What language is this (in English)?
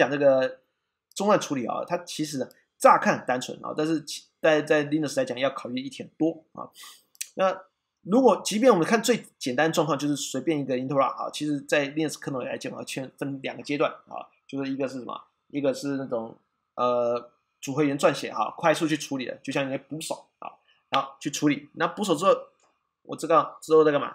Chinese